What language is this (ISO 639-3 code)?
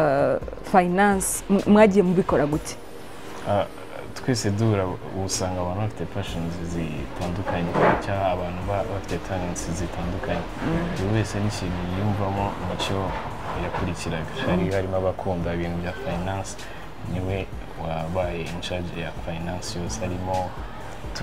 kin